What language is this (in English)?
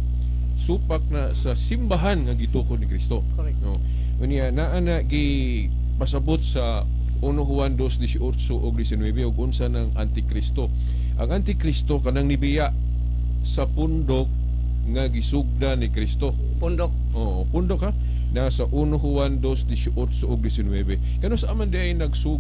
Cebuano